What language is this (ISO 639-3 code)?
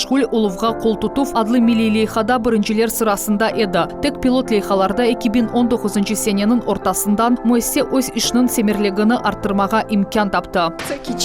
crh